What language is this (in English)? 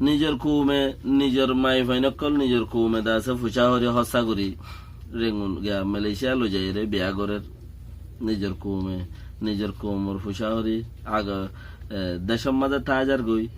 Rohingya